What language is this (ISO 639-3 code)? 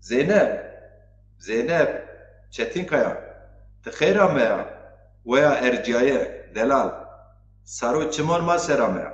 zza